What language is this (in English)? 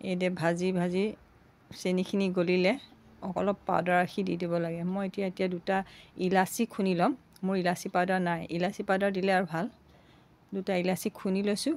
Assamese